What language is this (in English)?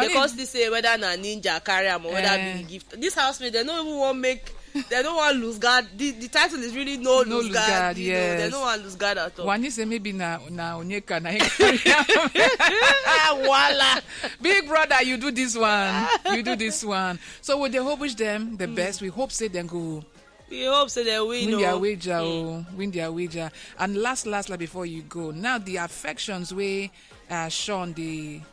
Nigerian Pidgin